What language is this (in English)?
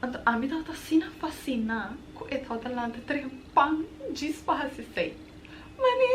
Papiamento